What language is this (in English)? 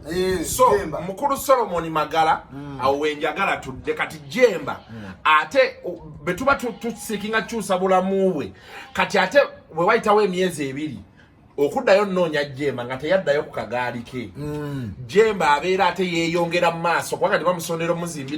Ganda